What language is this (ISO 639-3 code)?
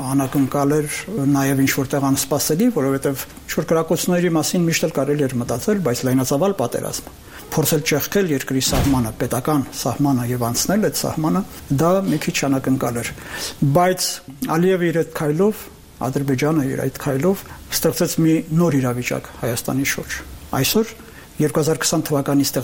hye